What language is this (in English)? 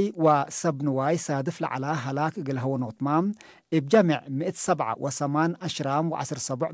Tigre